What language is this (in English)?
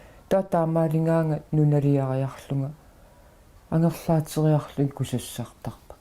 Kalaallisut